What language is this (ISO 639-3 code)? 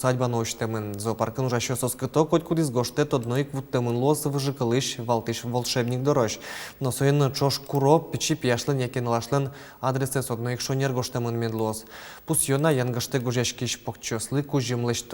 udm